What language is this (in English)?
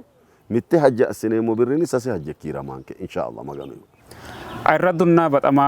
Sidamo